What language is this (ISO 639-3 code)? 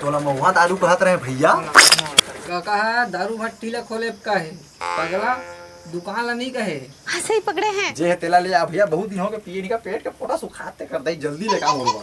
hne